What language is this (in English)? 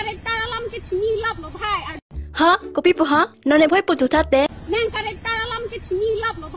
Karbi